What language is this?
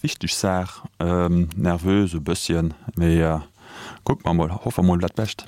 Luxembourgish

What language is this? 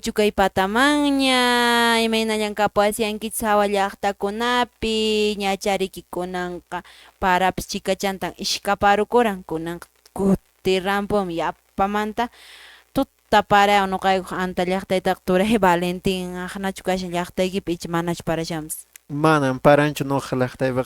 Quechua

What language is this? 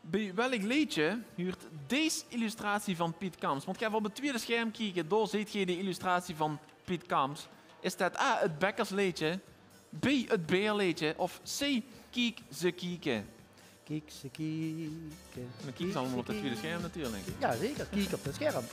Limburgish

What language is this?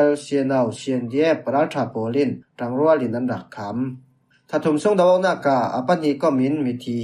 Falam Chin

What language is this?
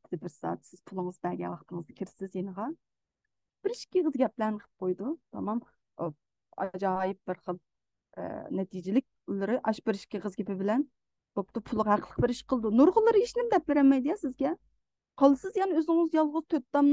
Uyghur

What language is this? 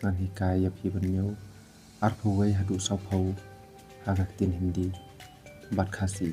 Khasi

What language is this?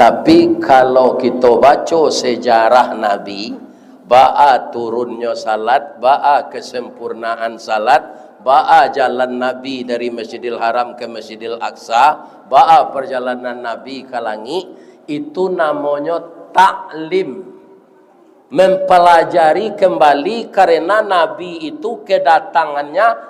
Minangkabau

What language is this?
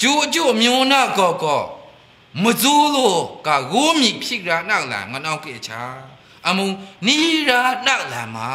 Maru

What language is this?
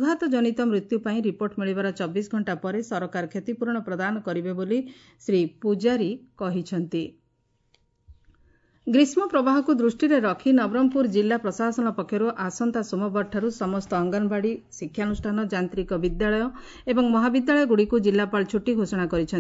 Odia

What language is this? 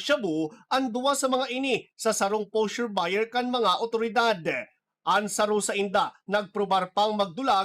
Bikol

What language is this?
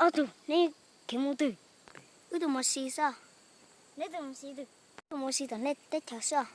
Hmong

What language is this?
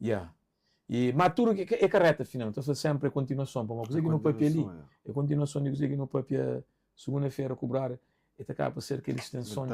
Kabuverdianu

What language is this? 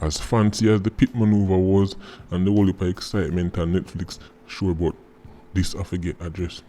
Jamaican Creole English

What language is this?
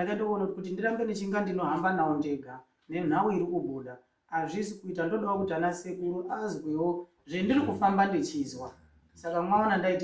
Shona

